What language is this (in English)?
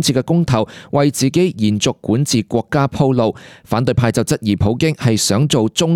Cantonese